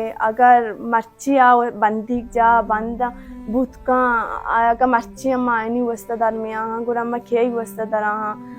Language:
Baluchi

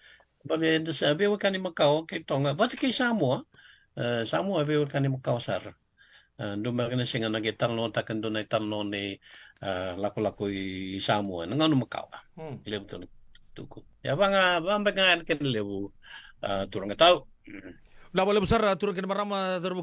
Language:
Fijian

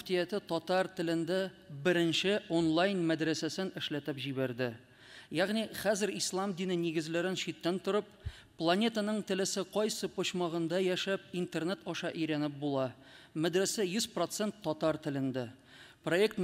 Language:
Tatar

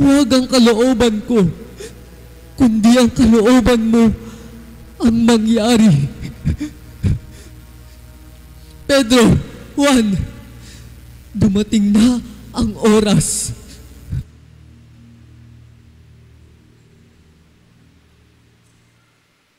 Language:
Filipino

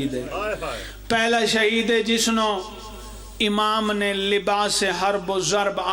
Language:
Pahari-Potwari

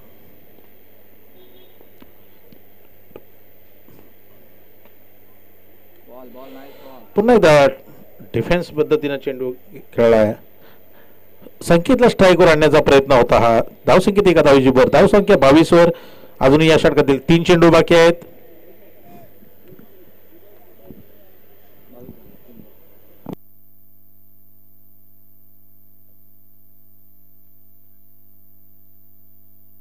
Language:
Marathi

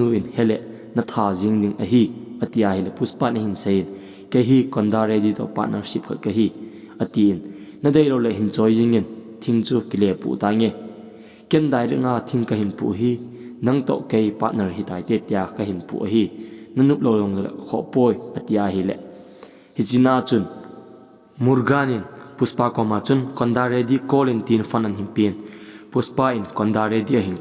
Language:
Thado Chin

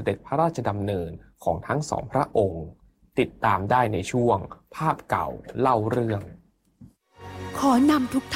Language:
Thai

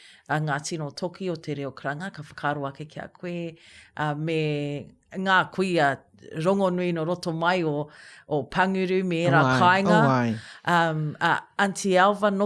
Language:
Māori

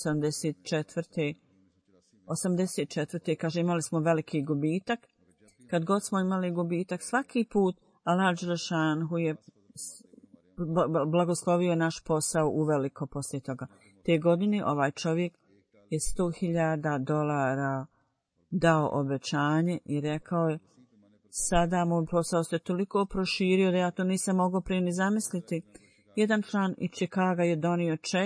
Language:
Bosnian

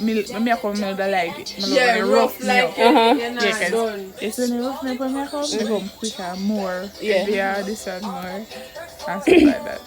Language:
Jamaican Creole English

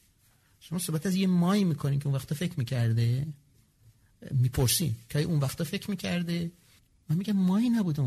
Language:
Persian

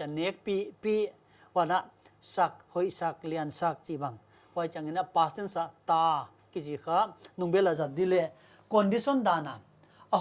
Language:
Paite Chin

